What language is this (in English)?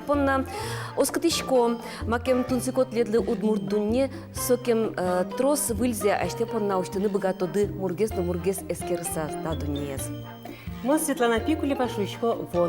Udmurt